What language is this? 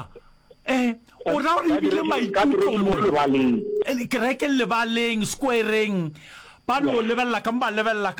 Northern Sotho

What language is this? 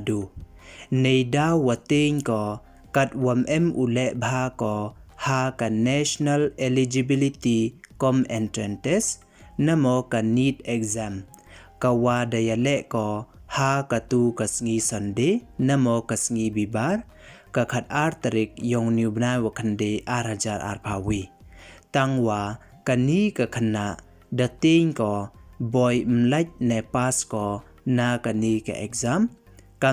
Pnar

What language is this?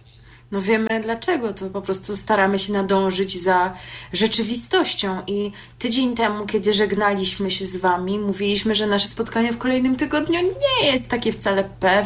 Polish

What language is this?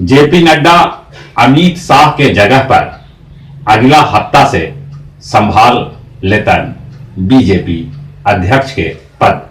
Magahi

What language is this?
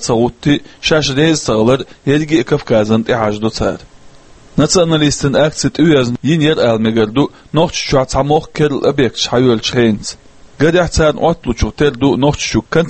Chechen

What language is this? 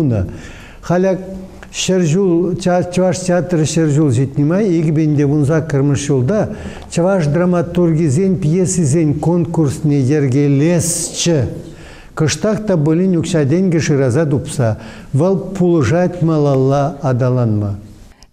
Chuvash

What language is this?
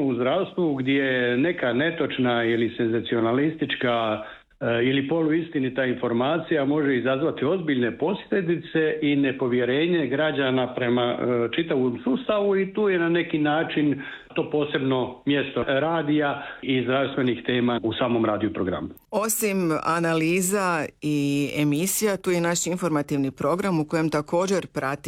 Croatian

